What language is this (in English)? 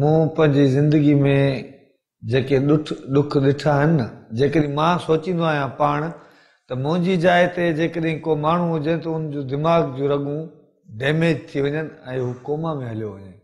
Sindhi